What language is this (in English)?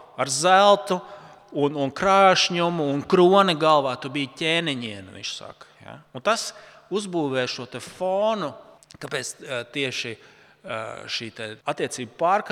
Latvian